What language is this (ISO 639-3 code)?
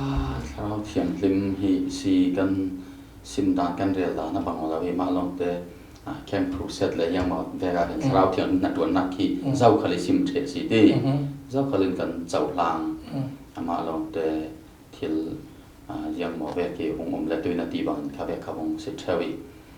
cfm